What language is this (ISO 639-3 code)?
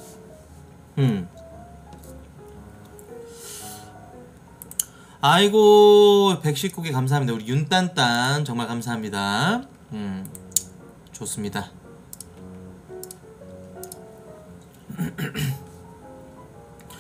kor